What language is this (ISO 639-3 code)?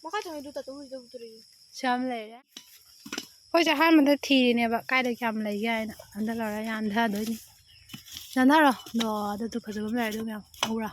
mni